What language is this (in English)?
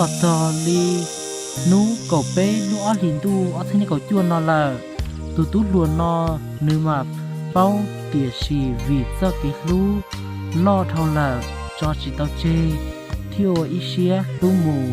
Hmong